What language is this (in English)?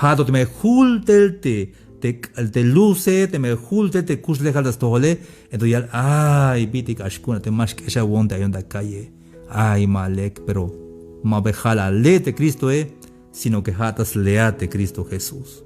Tzeltal